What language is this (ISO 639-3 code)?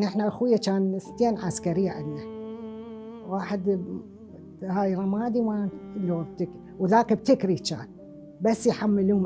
acm